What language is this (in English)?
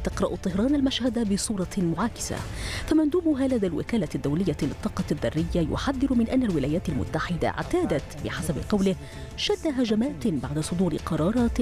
Arabic